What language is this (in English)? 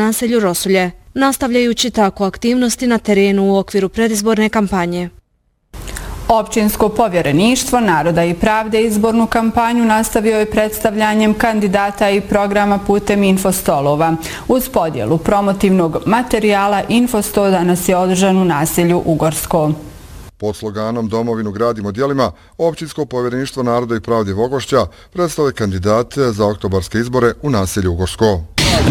Bosnian